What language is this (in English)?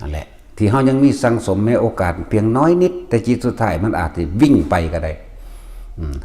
Northeastern Thai